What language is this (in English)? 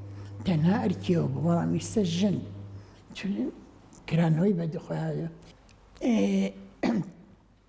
Central Kurdish